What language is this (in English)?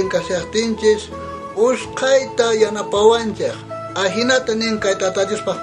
South Bolivian Quechua